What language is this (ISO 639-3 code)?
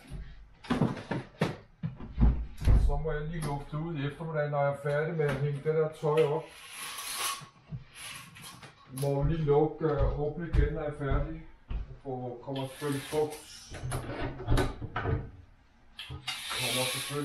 dan